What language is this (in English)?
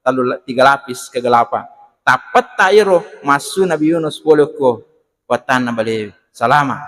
Buginese